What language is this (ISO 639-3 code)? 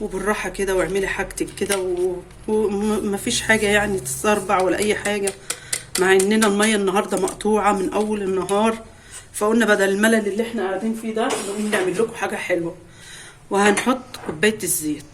arz